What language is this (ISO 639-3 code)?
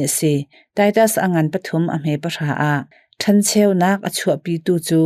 cnh